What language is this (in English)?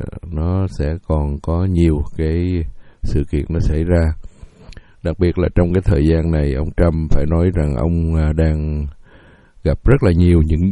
Vietnamese